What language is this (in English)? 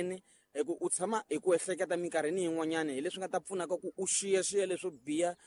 Tsonga